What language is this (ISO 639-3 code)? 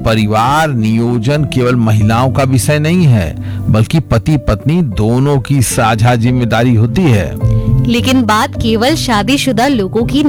hin